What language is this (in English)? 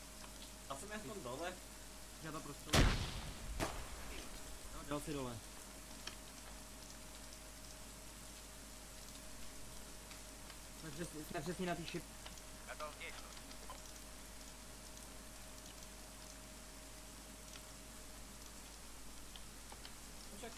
Czech